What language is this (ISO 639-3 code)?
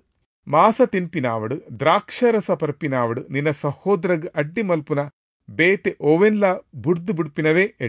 tcy